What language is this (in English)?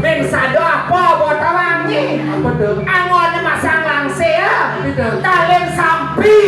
Balinese